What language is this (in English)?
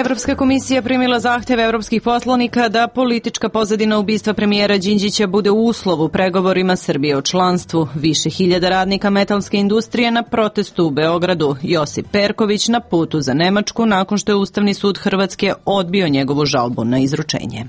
Serbian